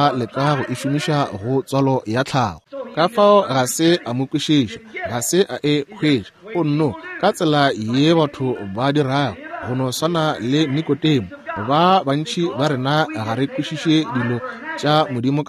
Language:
Northern Sotho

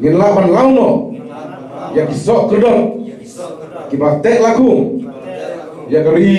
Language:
Khasi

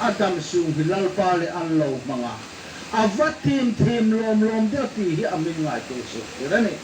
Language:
Hmar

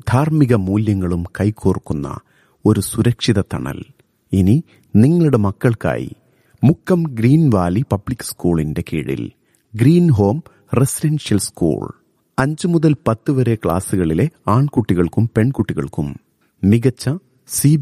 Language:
Malayalam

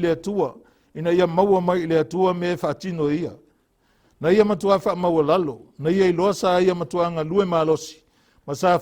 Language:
Samoan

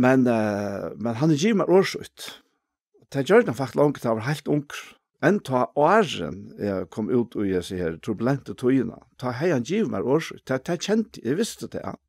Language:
Faroese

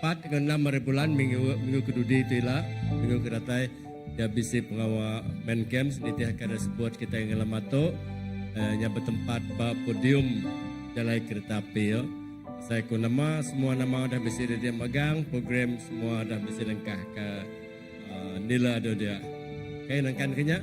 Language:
Iban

